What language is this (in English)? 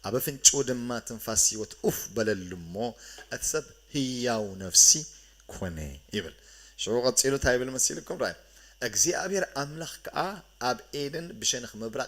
Tigrinya